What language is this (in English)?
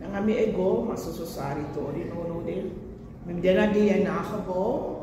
Sranan Tongo